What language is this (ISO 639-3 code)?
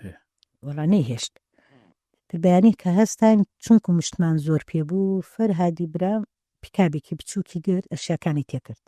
ckb